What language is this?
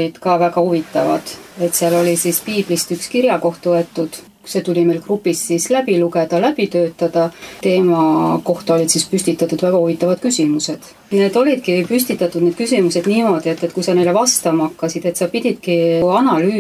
Estonian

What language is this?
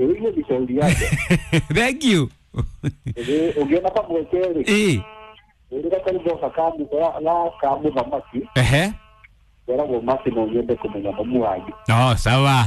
Kikuyu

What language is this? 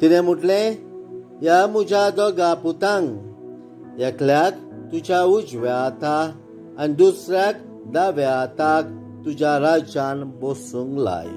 Konkani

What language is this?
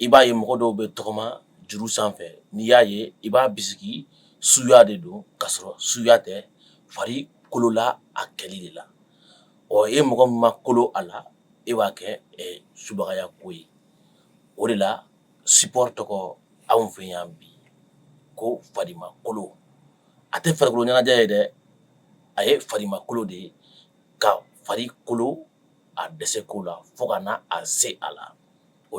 Bambara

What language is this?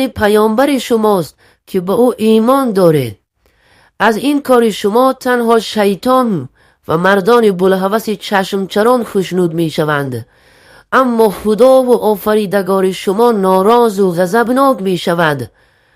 Tajik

